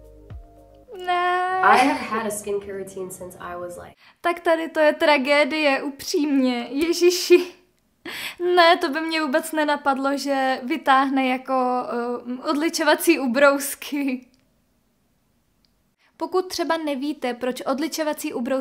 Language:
Czech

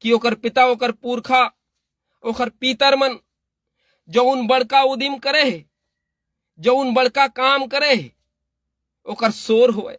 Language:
Chhattisgarhi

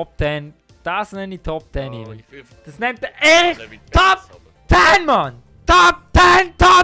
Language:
Swiss German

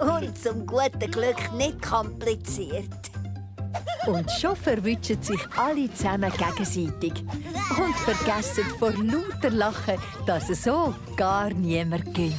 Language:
Swiss German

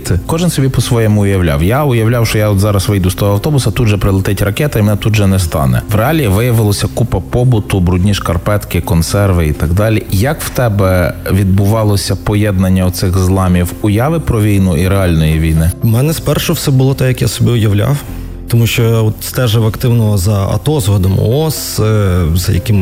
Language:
Ukrainian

